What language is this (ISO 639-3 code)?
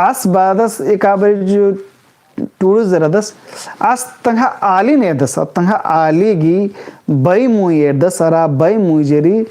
kru